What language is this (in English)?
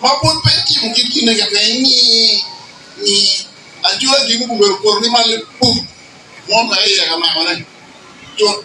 Acoli